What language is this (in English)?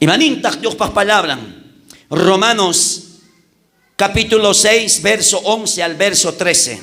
South Bolivian Quechua